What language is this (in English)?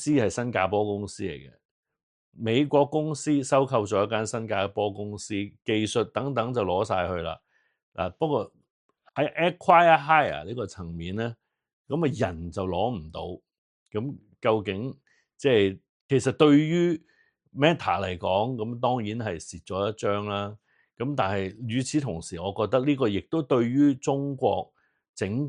Cantonese